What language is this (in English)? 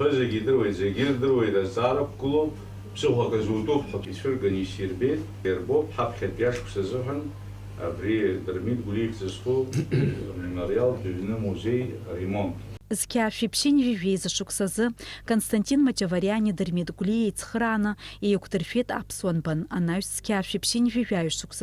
Abkhazian